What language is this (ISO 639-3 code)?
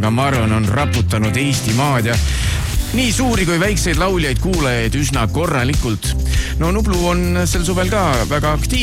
est